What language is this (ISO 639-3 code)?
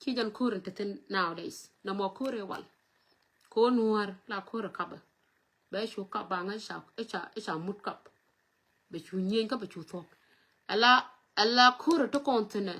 nus